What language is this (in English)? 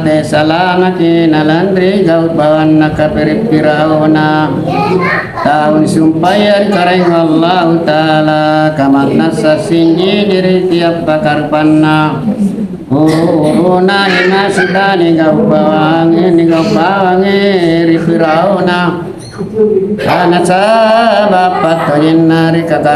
Makasar